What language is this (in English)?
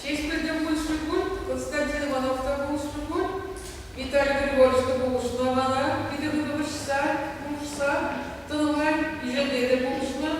Chuvash